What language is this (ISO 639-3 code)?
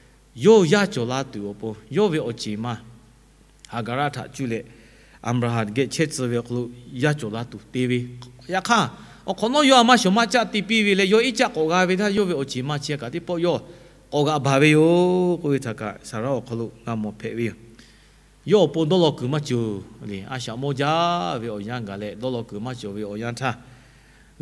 lhu